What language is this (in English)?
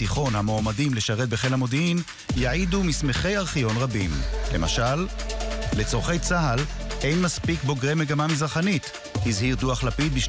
Hebrew